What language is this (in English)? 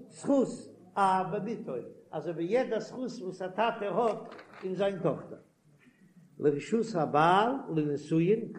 Yiddish